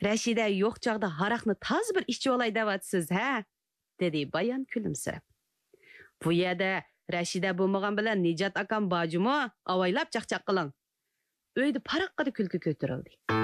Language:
Uyghur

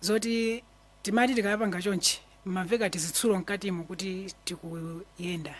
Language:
Nyanja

